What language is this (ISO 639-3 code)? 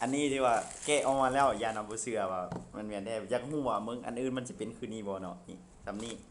lao